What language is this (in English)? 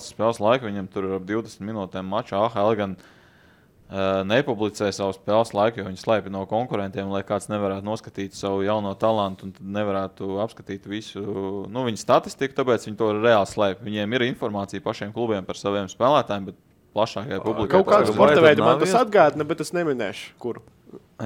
Latvian